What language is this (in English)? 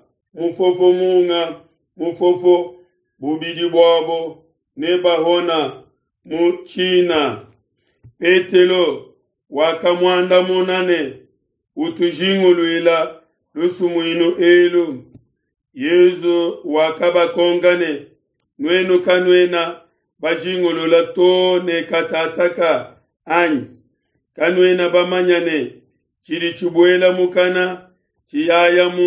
Luba-Lulua